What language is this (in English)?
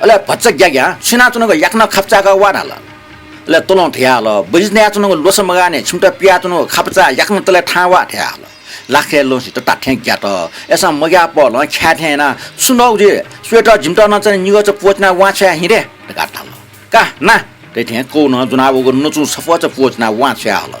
Newari